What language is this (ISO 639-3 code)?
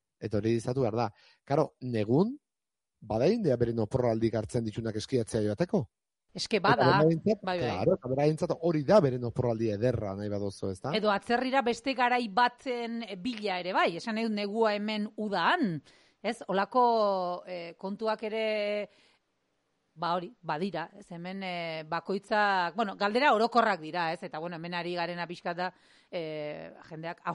eus